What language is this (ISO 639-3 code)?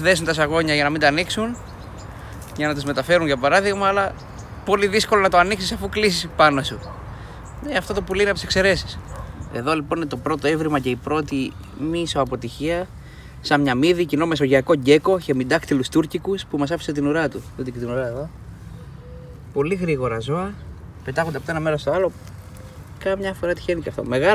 ell